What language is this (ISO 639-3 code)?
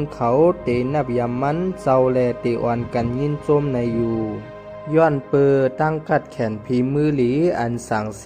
shn